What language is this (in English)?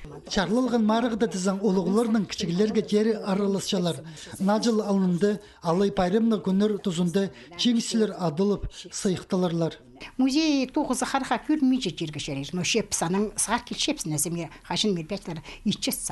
Khakas